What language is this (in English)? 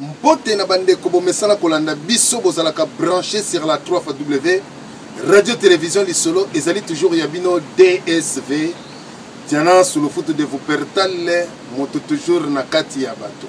Lingala